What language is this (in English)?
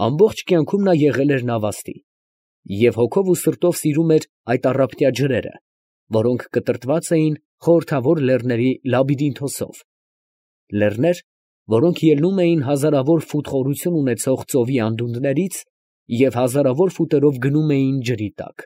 Armenian